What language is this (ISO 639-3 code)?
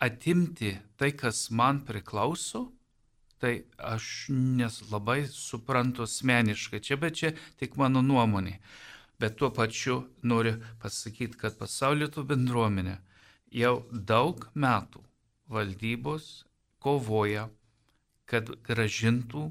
lit